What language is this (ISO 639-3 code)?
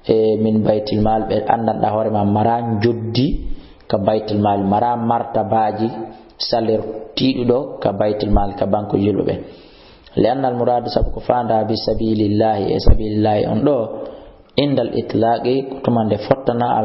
ful